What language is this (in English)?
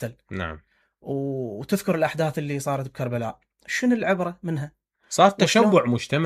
Mesopotamian Arabic